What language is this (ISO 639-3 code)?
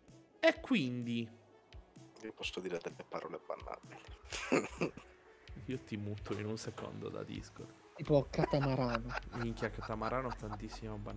ita